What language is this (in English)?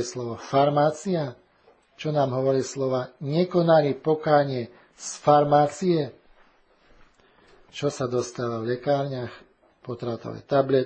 Slovak